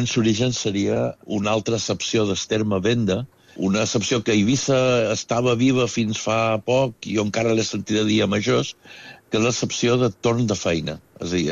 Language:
Catalan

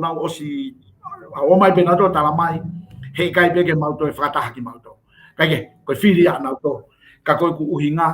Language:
Tongan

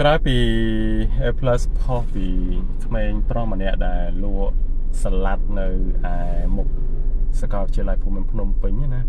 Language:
Khmer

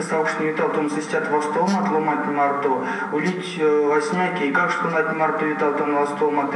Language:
Erzya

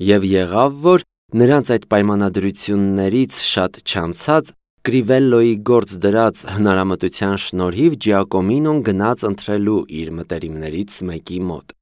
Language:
Armenian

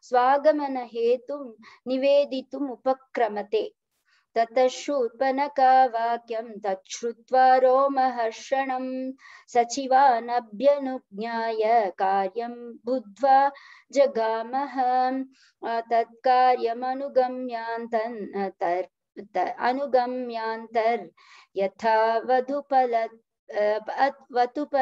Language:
Sanskrit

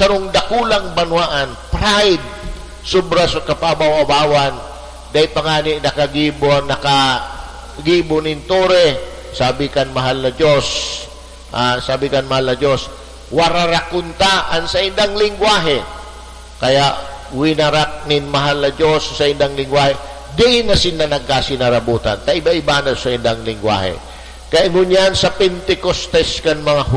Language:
Bikol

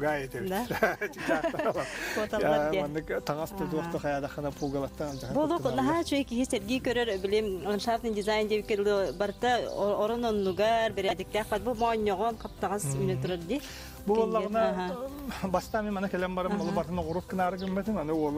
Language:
Yakut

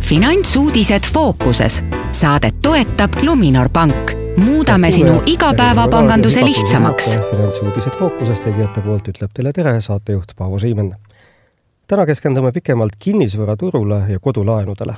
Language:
Estonian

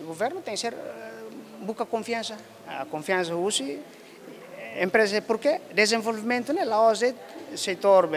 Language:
Tetum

